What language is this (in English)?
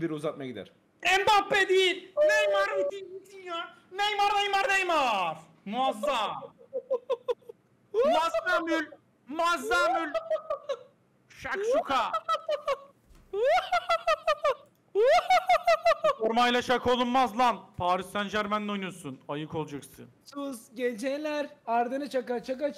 Turkish